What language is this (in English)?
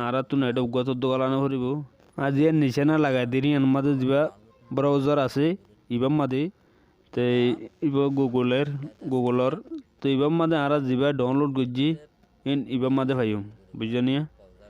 Rohingya